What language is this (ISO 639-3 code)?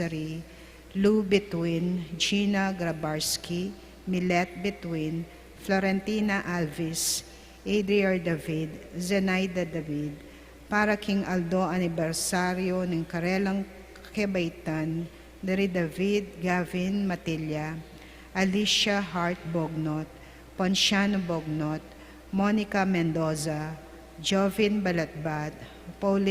pam